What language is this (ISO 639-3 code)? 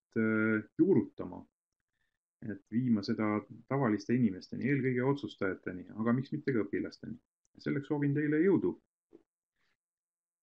est